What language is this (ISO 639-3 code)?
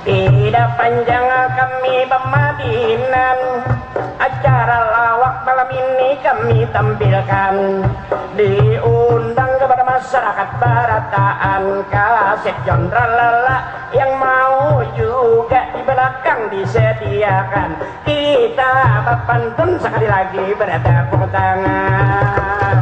bjn